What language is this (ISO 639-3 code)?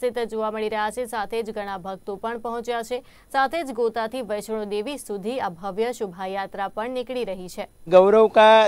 guj